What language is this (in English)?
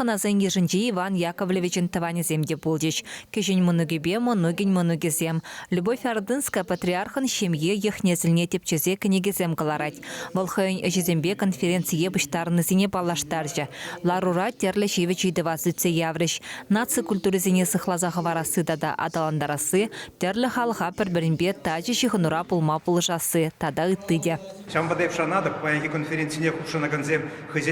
Chuvash